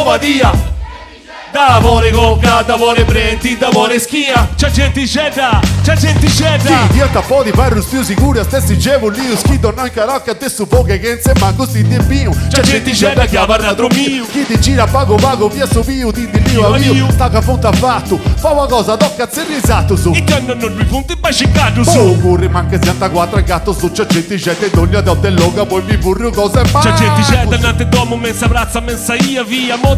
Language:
Sardinian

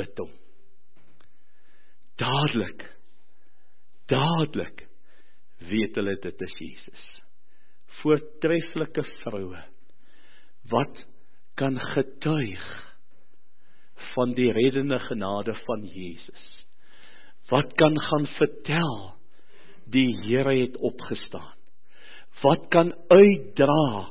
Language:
Afrikaans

